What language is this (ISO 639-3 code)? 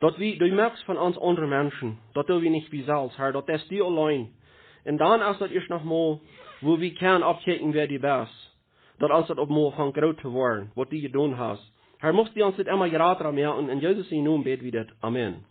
pdt